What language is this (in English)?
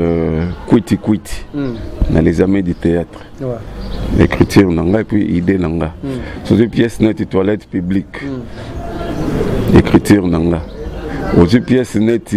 Lingala